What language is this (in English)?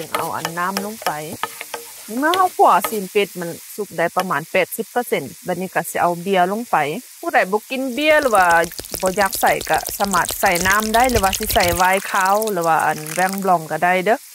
Lao